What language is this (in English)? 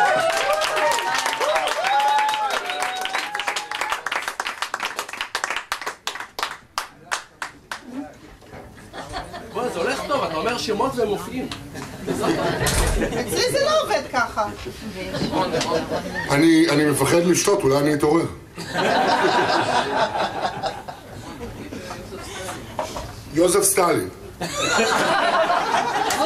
Hebrew